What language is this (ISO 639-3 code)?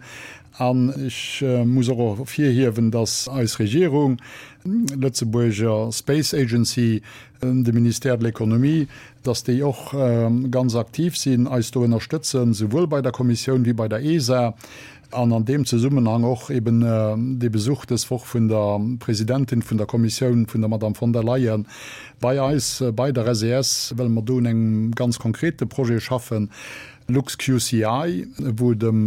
ltz